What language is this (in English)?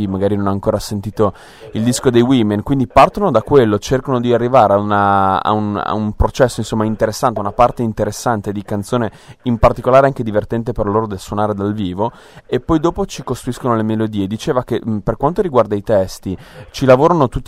Italian